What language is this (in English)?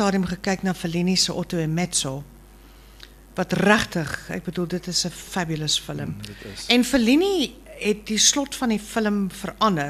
Afrikaans